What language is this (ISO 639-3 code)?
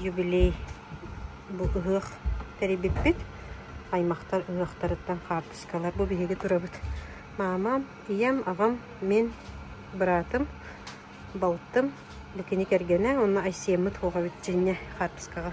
sah